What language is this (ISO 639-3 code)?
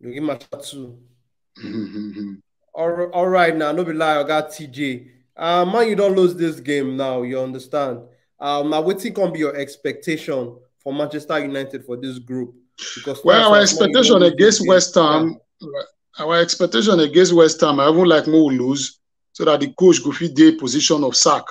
pcm